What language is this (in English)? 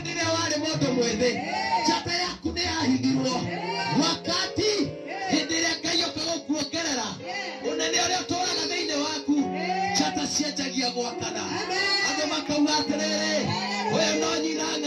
Kikuyu